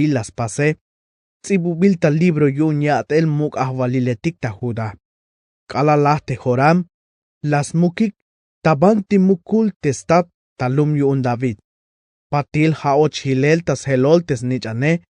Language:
Tzeltal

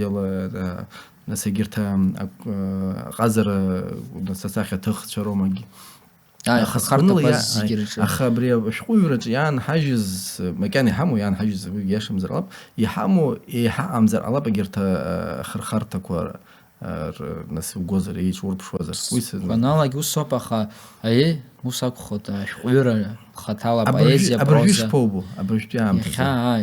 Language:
Abkhazian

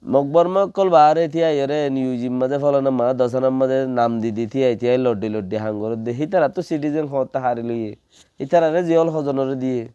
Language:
Rohingya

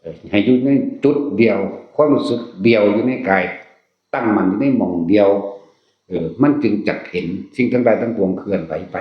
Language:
Northeastern Thai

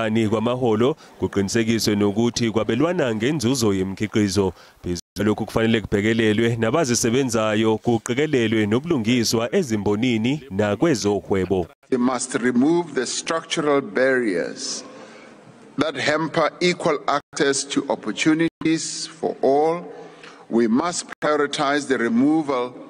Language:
Zulu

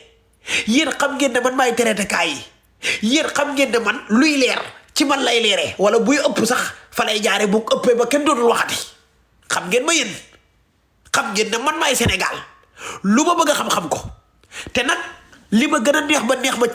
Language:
Wolof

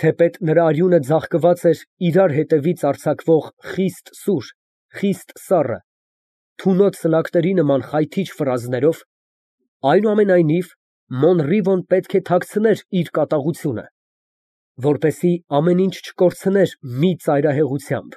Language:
Armenian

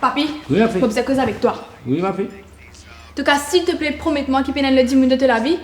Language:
Morisyen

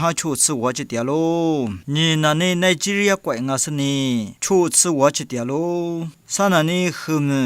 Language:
Lisu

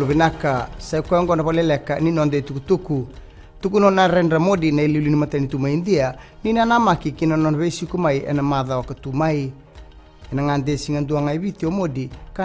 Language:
Fijian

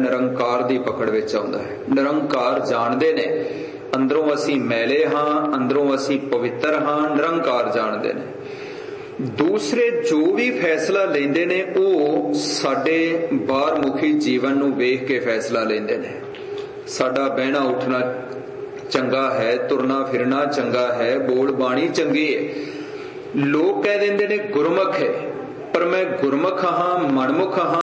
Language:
Punjabi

